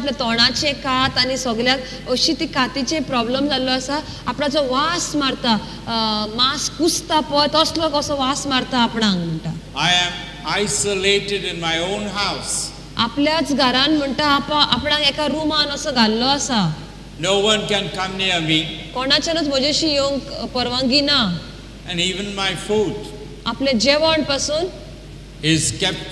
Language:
Konkani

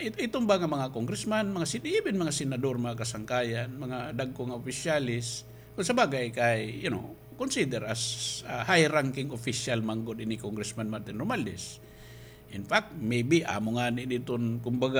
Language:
Waray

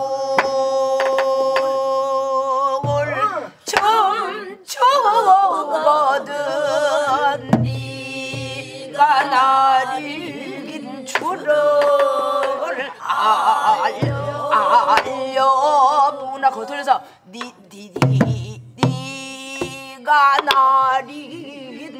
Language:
Korean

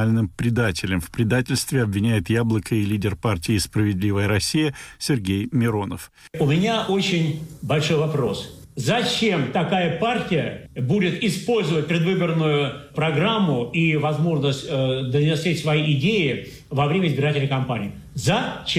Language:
Russian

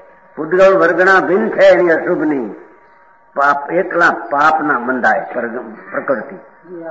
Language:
Gujarati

